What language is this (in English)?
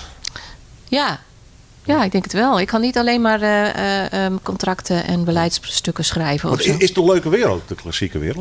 Western Frisian